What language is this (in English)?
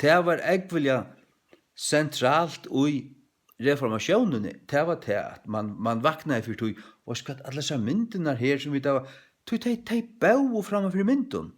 Faroese